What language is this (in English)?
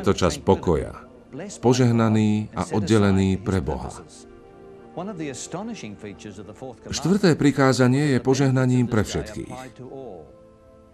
Slovak